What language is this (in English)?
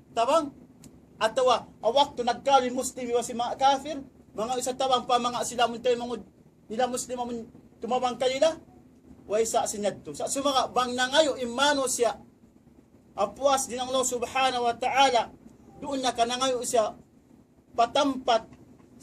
Tausug